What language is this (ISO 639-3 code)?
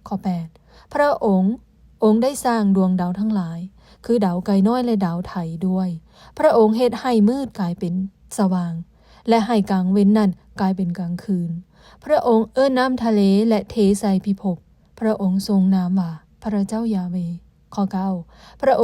lao